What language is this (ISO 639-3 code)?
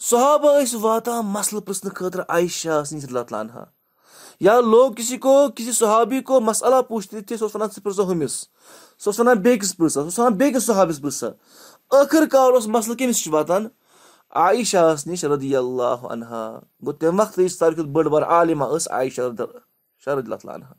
kas